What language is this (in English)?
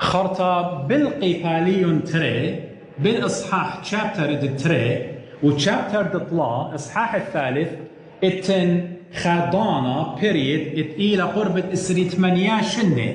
Assyrian Neo-Aramaic